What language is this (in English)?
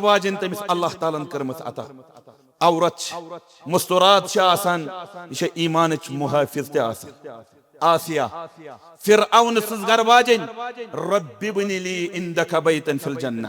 Kashmiri